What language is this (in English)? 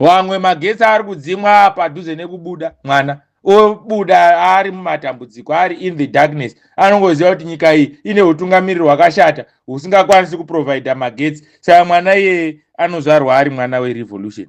Shona